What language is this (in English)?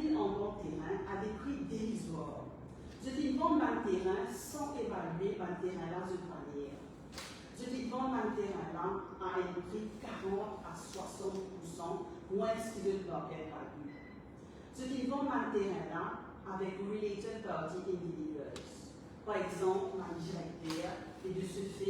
Morisyen